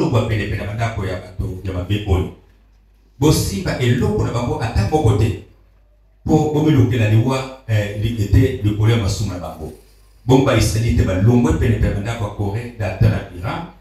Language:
Lingala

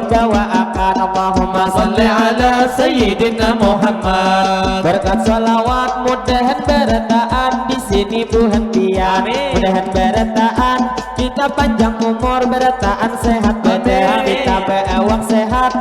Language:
Banjar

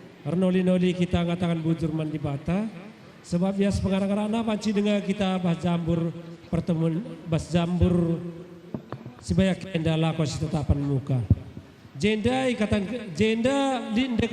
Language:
Batak Karo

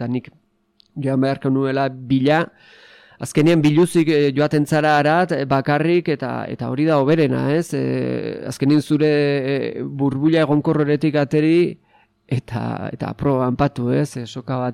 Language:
Basque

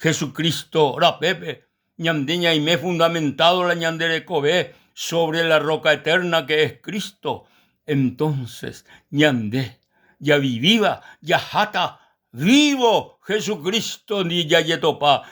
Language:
Guarani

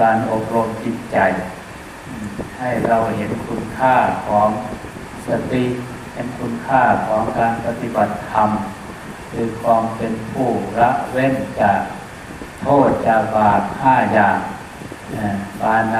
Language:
Thai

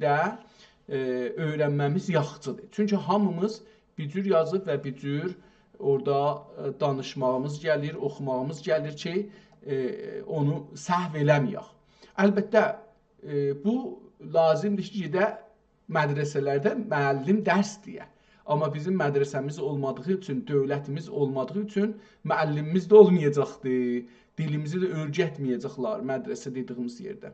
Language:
South Azerbaijani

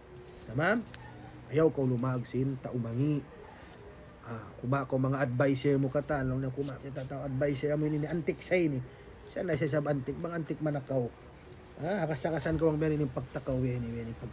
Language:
Tausug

